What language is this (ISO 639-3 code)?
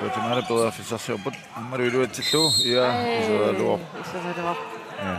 kal